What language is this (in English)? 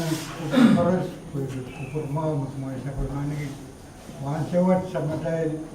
Pohnpeian